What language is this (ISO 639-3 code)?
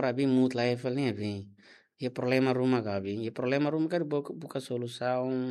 tet